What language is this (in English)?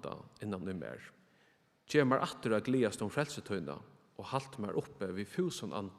Faroese